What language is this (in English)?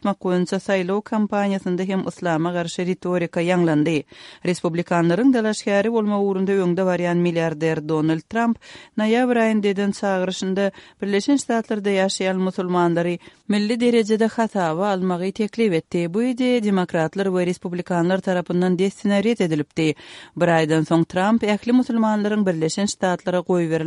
Kyrgyz